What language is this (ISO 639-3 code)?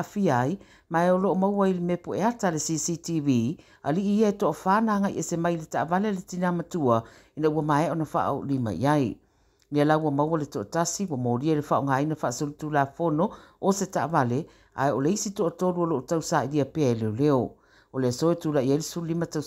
smo